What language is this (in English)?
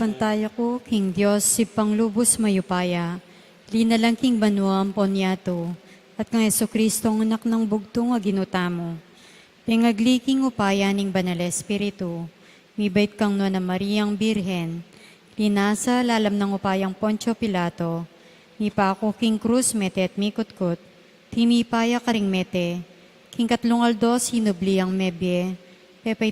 Pampanga